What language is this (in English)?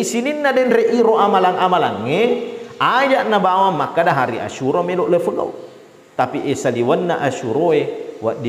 Buginese